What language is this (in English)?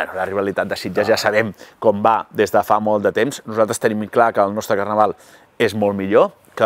Catalan